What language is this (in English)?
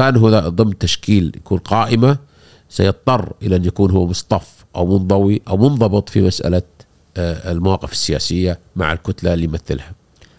Gulf Arabic